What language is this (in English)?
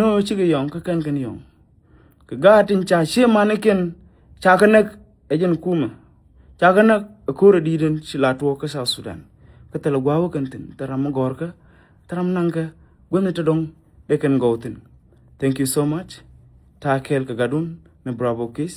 Nuer